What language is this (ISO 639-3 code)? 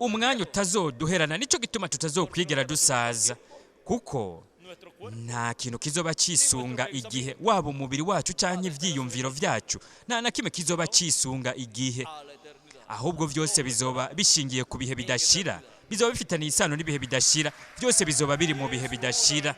run